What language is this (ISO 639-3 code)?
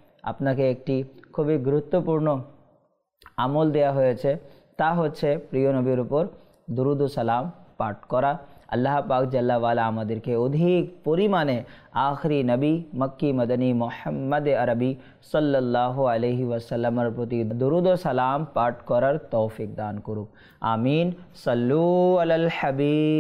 ben